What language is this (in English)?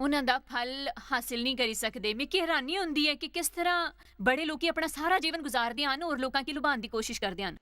Dogri